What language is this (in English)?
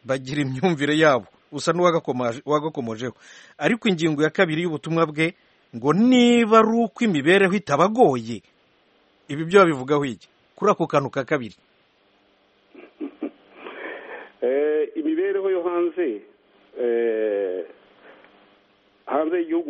Kinyarwanda